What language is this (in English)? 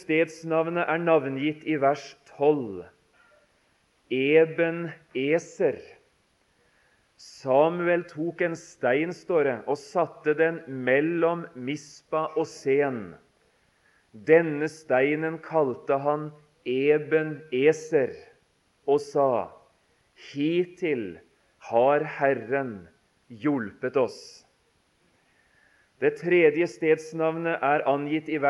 Norwegian